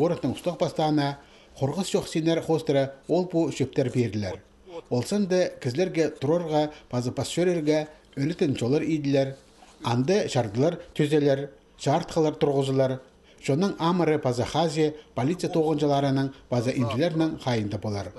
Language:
Khakas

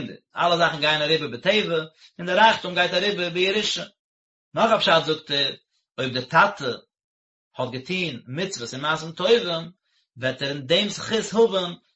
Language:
Yiddish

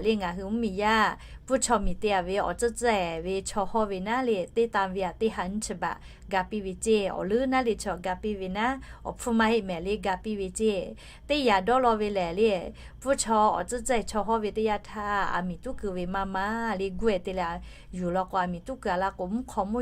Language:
Lahu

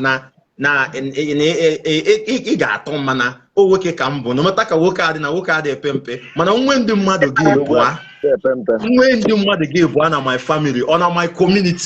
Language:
Igbo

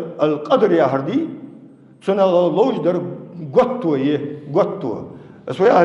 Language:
Ingush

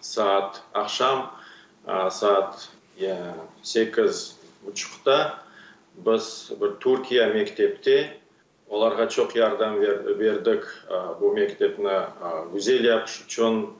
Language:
Crimean Tatar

